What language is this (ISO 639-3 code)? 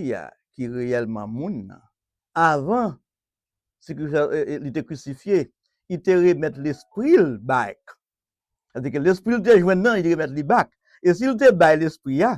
hat